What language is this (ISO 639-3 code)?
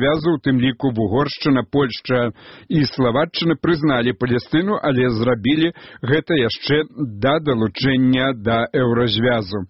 bel